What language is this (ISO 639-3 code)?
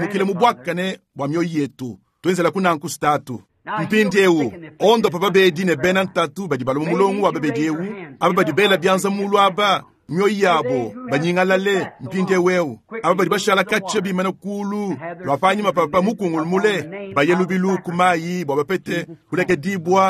lua